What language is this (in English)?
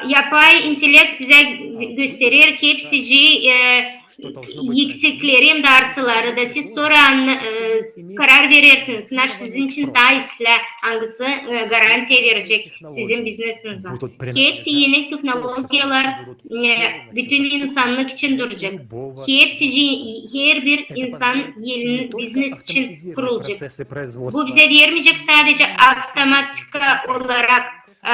Gagauz